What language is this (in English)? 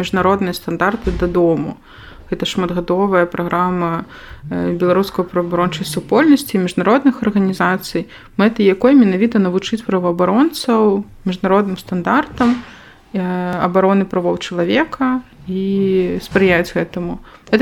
Belarusian